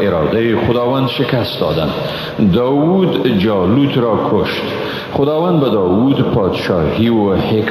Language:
Persian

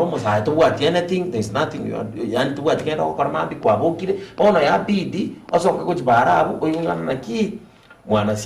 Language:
Gusii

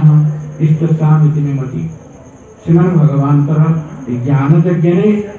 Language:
Odia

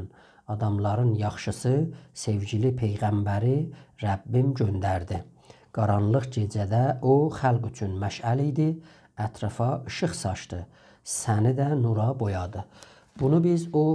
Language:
South Azerbaijani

